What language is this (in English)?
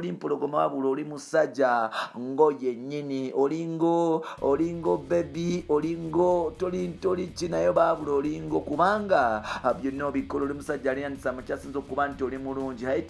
Ganda